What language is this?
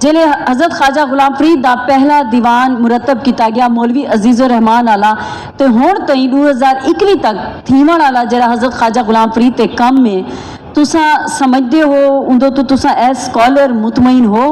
Saraiki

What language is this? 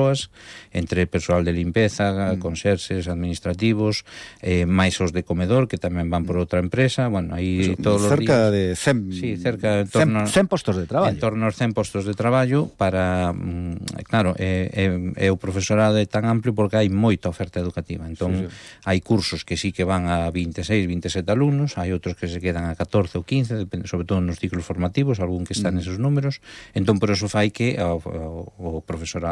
Galician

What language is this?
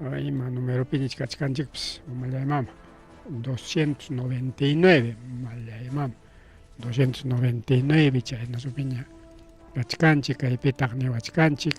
Ayacucho Quechua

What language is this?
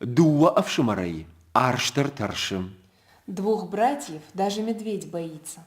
Ossetic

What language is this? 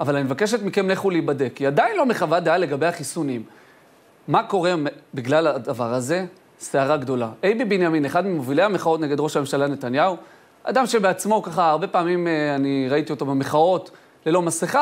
Hebrew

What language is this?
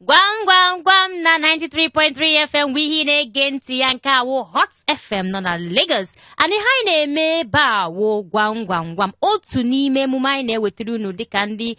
Igbo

